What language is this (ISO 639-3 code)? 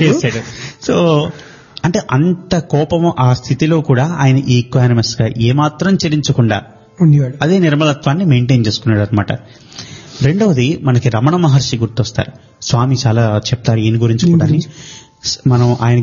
tel